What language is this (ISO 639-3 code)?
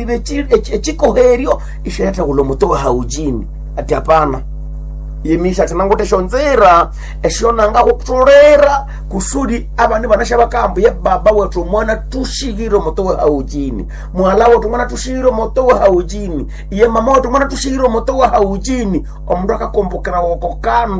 nnb